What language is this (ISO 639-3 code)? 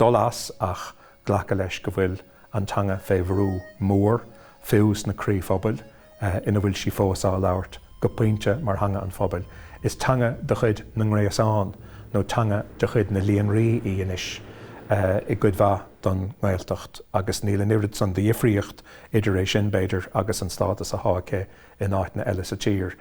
gle